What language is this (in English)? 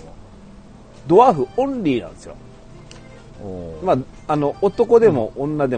Japanese